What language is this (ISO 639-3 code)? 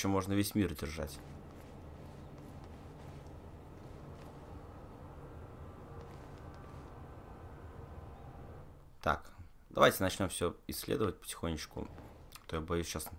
rus